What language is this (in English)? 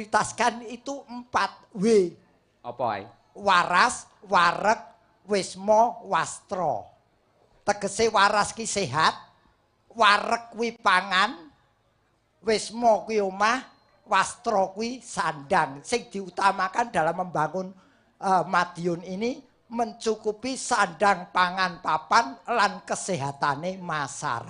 Javanese